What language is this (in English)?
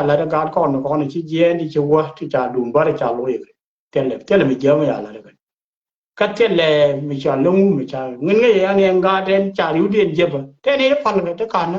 Nuer